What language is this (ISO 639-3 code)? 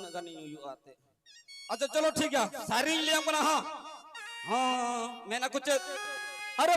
sat